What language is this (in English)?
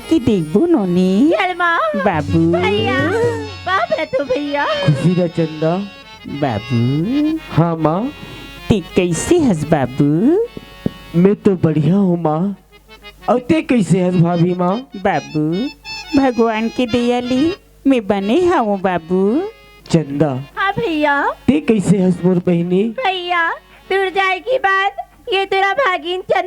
Chhattisgarhi